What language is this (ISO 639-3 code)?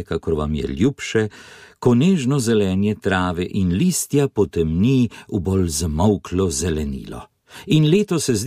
slv